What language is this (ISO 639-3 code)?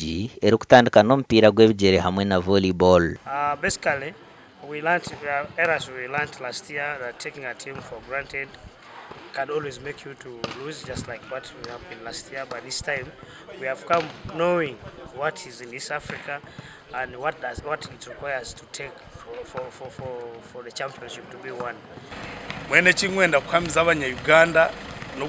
nyn